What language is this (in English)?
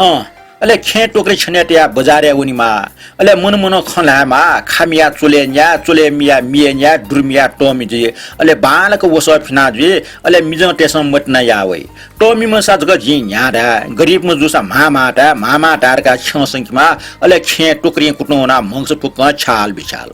Newari